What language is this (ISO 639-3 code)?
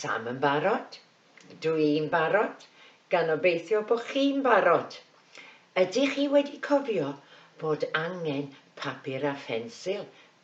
cym